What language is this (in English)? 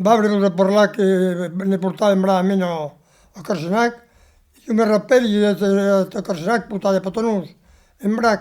Occitan